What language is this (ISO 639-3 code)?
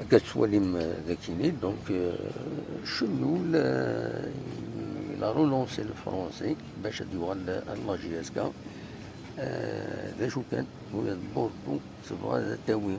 kab